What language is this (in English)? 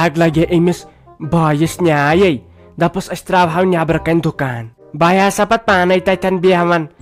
Kashmiri